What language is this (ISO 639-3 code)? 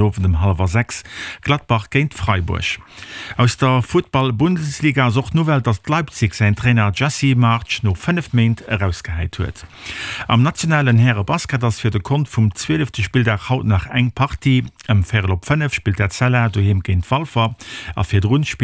ltz